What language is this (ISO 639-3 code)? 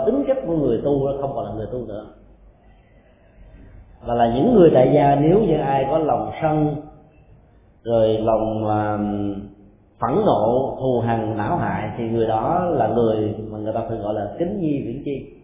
vie